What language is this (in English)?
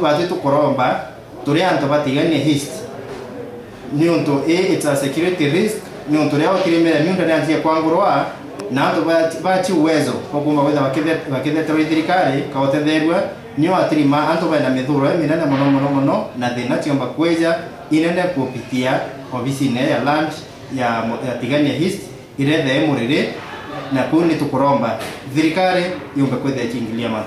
Meru